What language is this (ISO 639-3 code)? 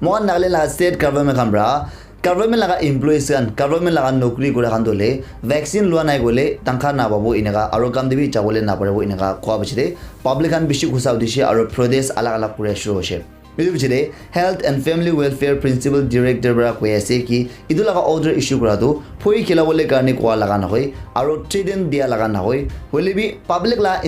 nag